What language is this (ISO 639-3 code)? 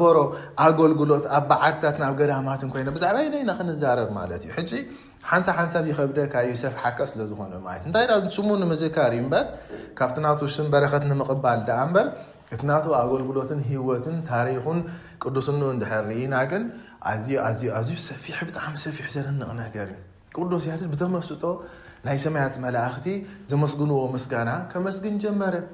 tir